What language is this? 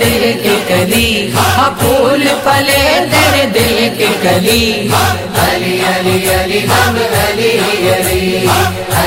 Urdu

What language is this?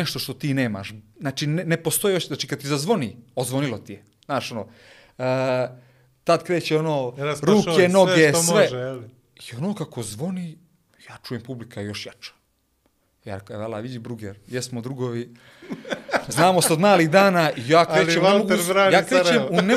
Bosnian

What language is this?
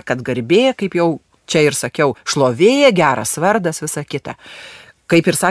Lithuanian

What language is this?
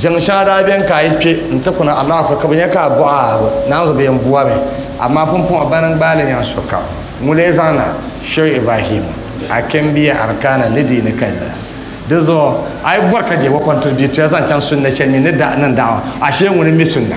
Dagbani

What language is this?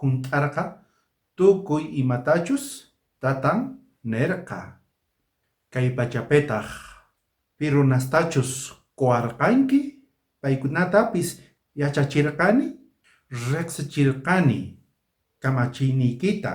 South Bolivian Quechua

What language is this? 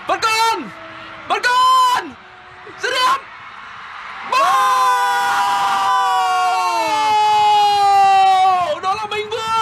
Vietnamese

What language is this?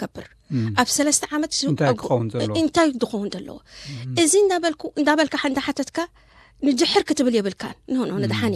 Tigrinya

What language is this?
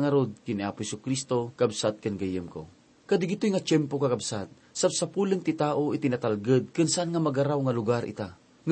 Iloko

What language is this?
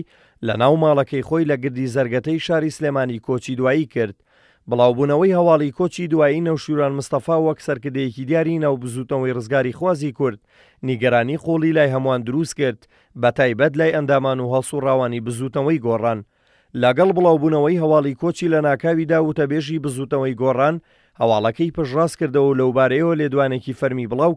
Central Kurdish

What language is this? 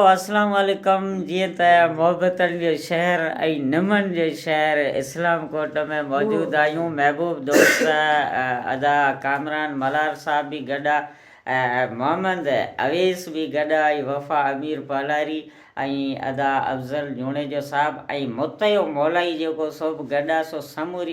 Sindhi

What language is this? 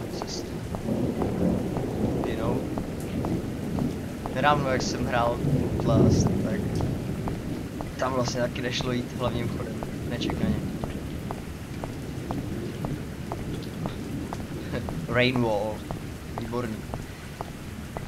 Czech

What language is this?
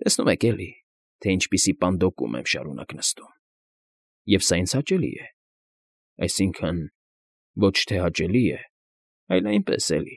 Armenian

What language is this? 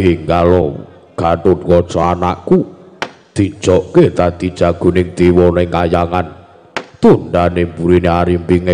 Javanese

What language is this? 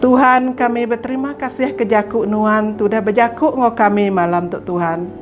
Iban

